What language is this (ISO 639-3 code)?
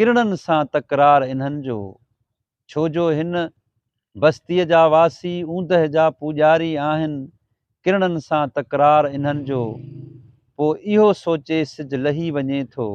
snd